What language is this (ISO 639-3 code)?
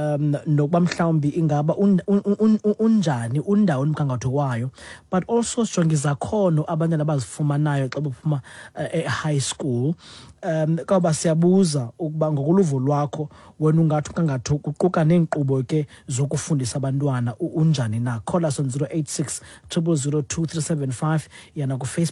xho